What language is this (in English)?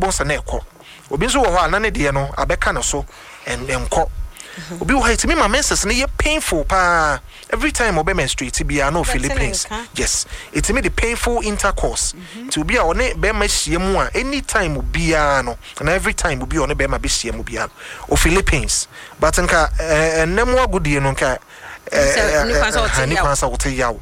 Akan